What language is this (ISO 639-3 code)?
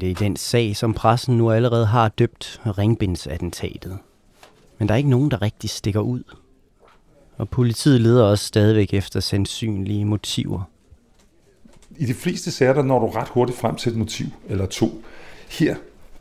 dan